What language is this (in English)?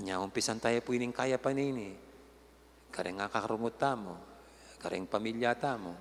Pampanga